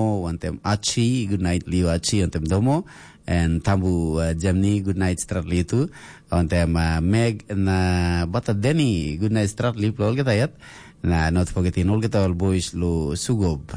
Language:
Tok Pisin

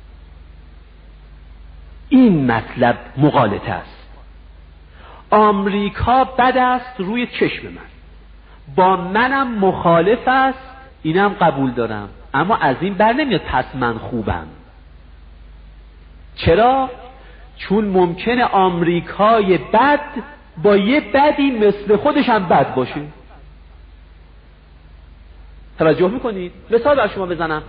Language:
Persian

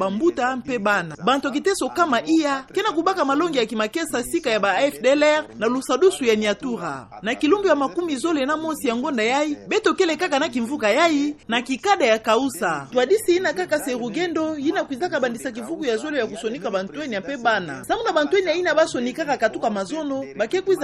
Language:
Kituba (Democratic Republic of Congo)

